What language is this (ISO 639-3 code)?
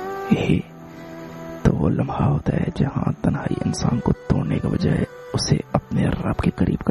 urd